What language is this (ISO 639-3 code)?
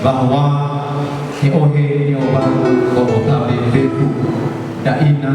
nia